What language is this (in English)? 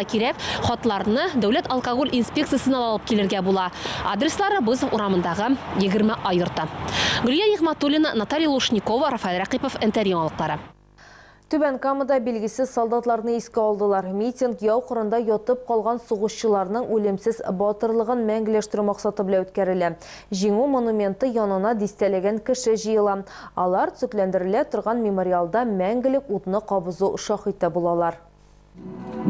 Tatar